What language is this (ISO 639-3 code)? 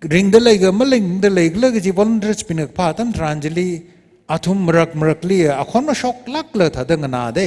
nmf